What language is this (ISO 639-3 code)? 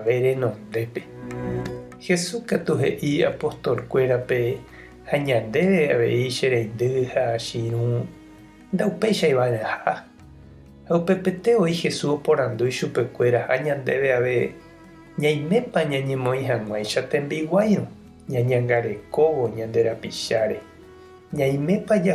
grn